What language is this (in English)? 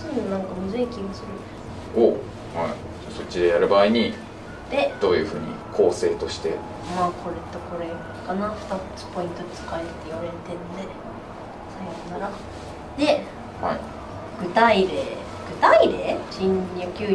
Japanese